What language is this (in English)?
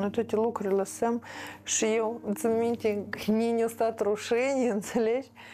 Romanian